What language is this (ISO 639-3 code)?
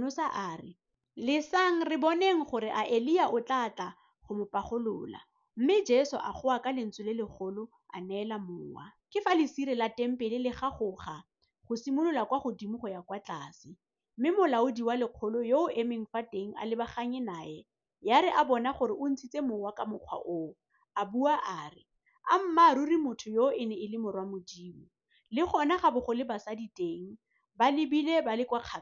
tsn